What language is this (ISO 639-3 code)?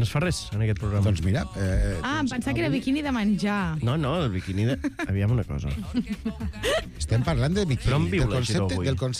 cat